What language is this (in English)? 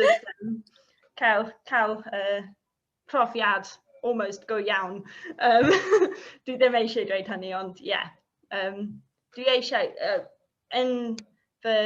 Welsh